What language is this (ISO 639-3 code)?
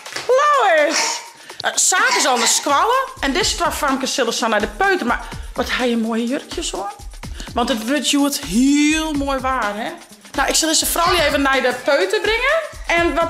fry